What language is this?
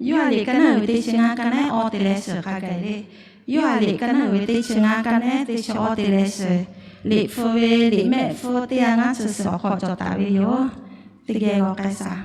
Lahu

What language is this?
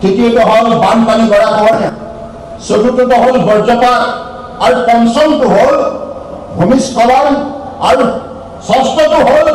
Assamese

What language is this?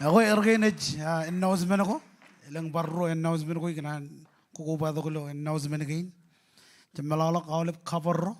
Marshallese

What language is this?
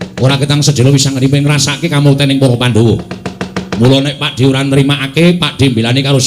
Javanese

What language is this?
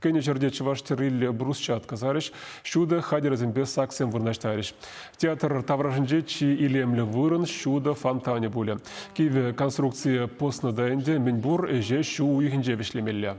Chuvash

